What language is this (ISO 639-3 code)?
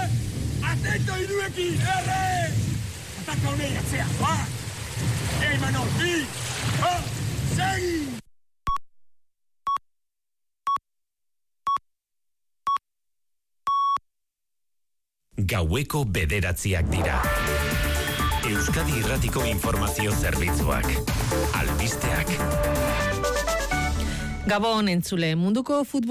eus